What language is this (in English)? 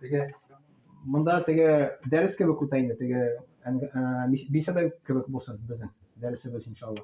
Tatar